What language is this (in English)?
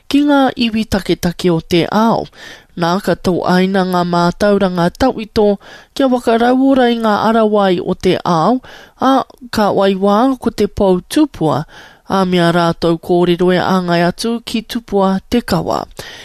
Māori